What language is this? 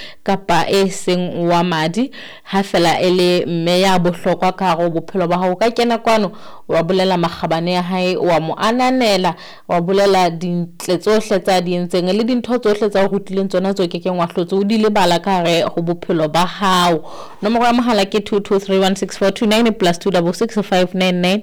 Southern Sotho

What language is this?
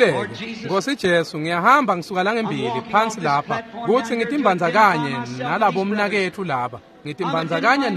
Swati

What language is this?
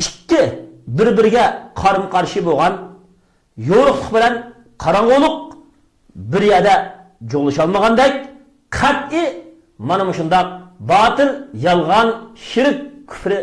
Uyghur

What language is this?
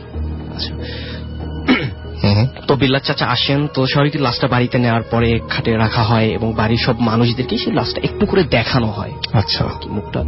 Bangla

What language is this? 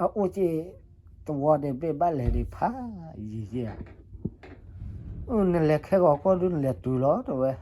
S'gaw Karen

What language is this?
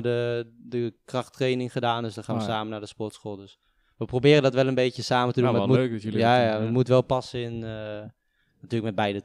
Dutch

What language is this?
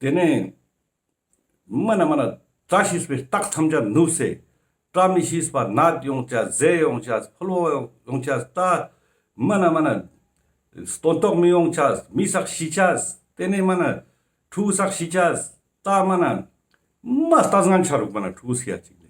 Ladakhi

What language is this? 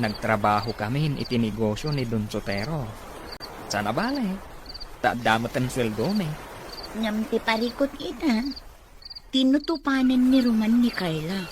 Iloko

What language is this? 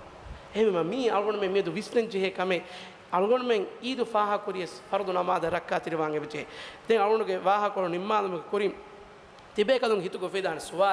Divehi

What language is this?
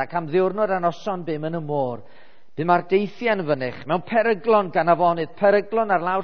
Welsh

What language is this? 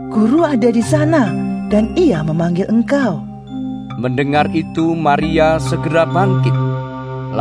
Indonesian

